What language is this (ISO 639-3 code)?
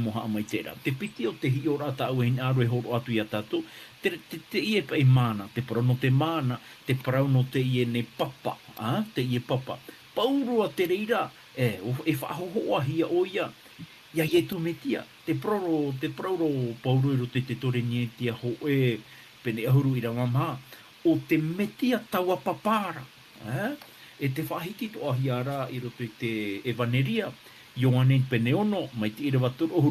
tah